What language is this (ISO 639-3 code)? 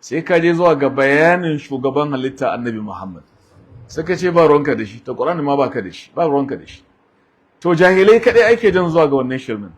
hau